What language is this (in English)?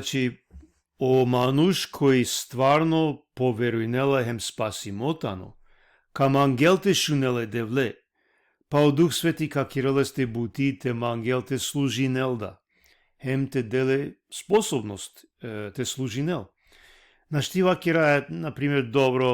Balkan Romani